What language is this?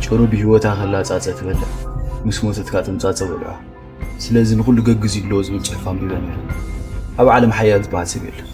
Tigrinya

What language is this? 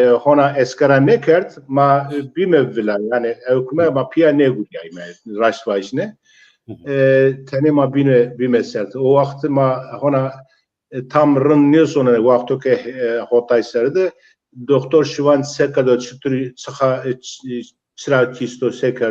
Zaza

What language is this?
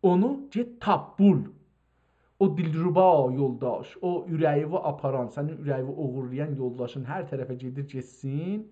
South Azerbaijani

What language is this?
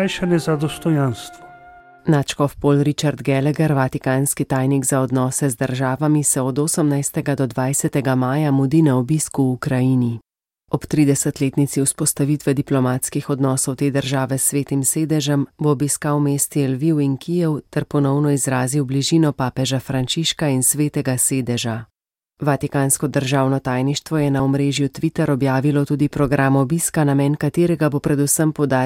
Slovenian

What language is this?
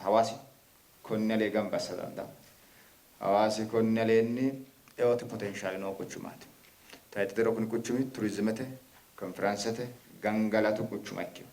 Sidamo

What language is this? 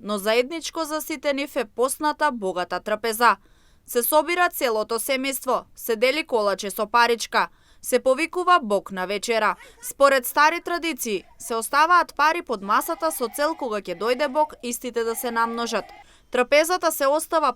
Macedonian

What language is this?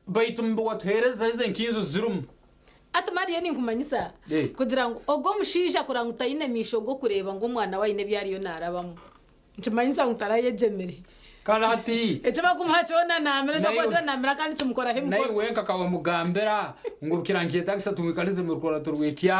Nyankole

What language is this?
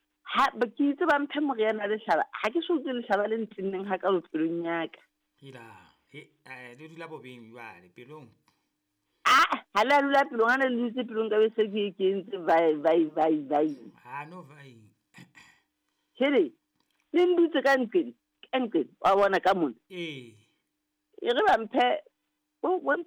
Southern Sotho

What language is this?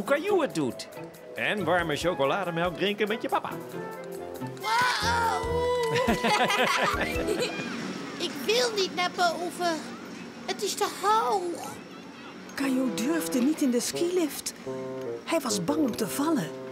Dutch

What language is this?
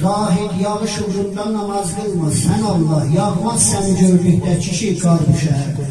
South Azerbaijani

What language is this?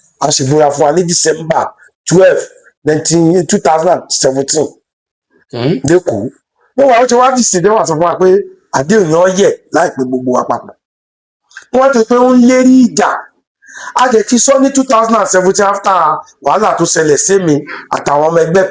Yoruba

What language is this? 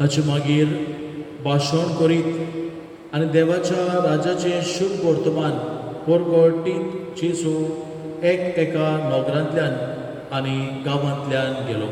Konkani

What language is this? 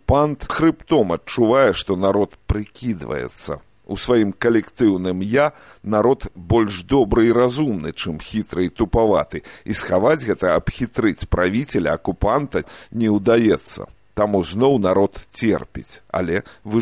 Belarusian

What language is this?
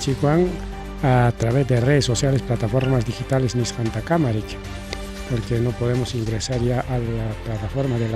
Ayacucho Quechua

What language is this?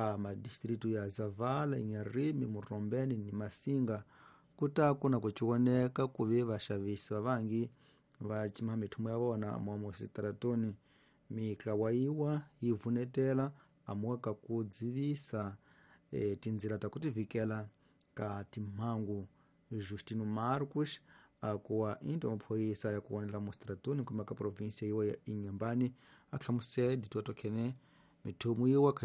Tsonga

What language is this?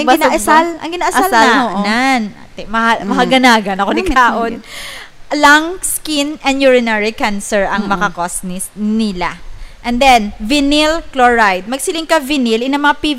Hiligaynon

